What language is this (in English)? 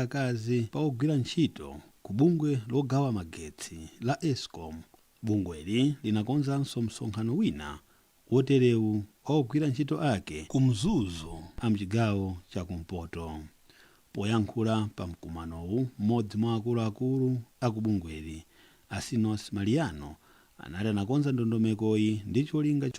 Nyanja